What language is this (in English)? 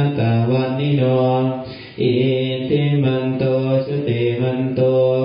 Pali